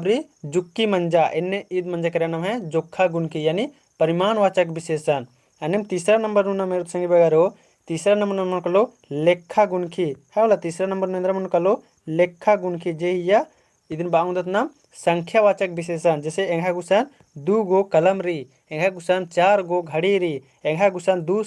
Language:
Kurukh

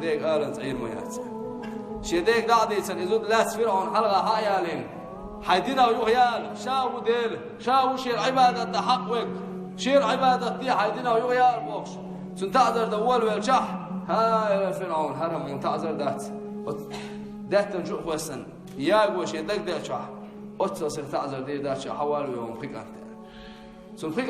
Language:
Chechen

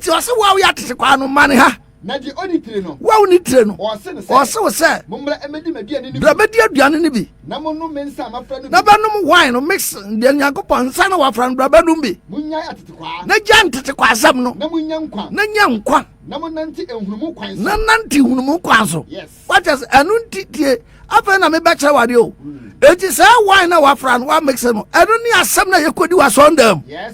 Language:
Akan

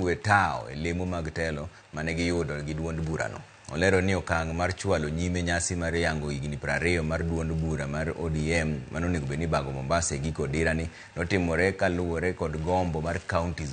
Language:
Luo (Kenya and Tanzania)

